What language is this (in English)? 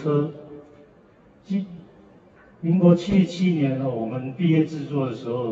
Chinese